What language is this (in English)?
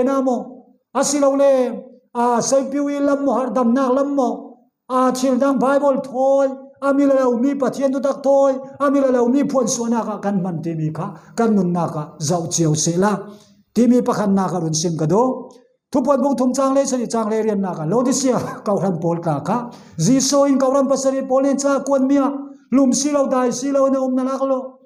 Falam Chin